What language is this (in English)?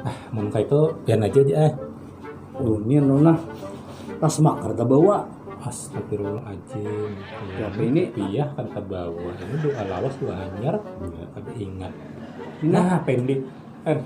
Banjar